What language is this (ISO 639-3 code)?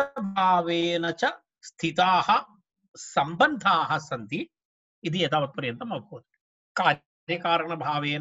san